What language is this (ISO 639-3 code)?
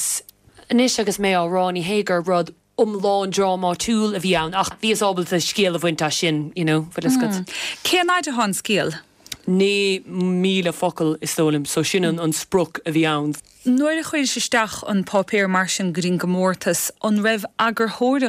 gle